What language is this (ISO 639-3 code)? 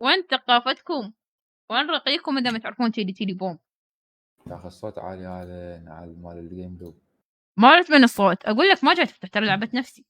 acm